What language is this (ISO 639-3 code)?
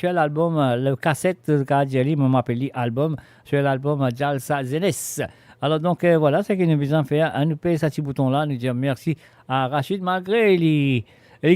mfe